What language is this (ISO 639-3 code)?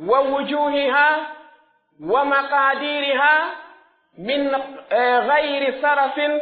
fuf